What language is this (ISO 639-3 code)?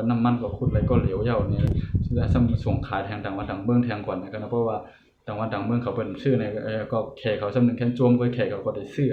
shn